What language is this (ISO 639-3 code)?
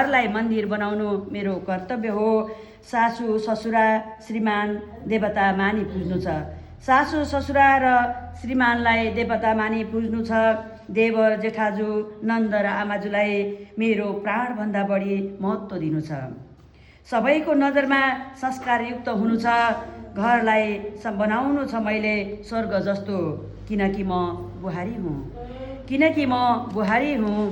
nep